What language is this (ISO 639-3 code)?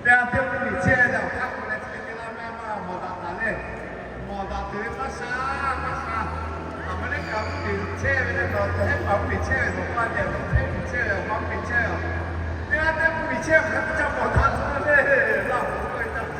lhu